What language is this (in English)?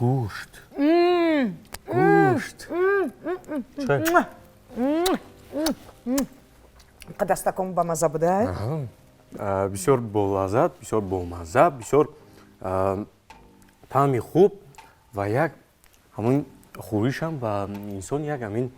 Tajik